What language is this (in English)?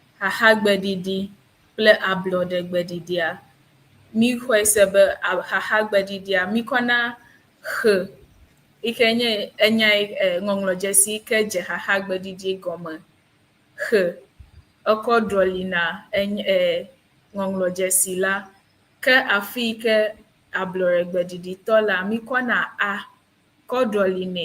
Ewe